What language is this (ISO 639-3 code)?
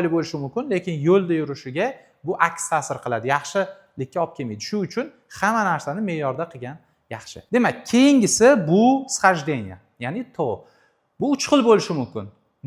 uzb